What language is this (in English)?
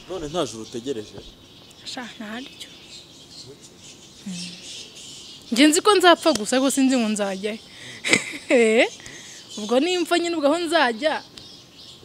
Kinyarwanda